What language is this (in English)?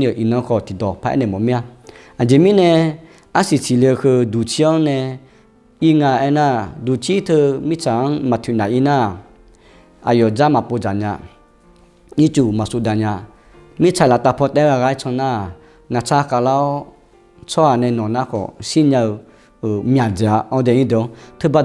Akha